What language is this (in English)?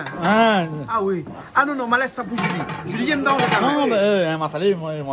Réunion Creole French